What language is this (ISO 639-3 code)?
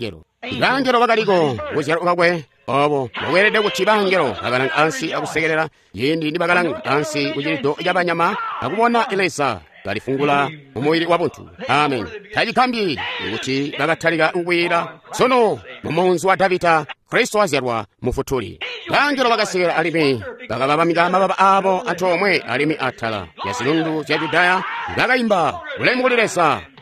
toi